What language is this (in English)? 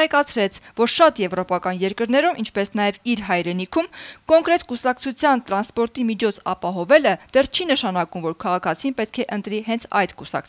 Armenian